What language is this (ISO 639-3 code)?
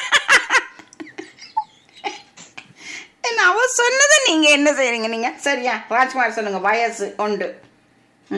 tam